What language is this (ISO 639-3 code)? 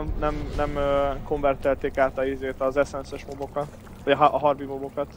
hun